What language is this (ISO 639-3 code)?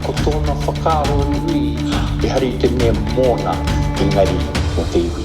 mri